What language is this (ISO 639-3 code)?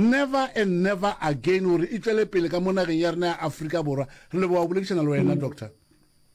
nso